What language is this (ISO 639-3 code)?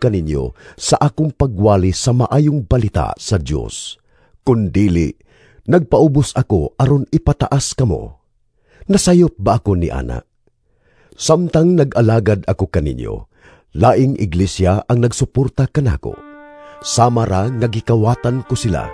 ceb